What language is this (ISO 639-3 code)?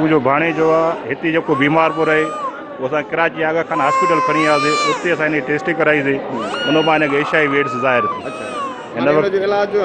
snd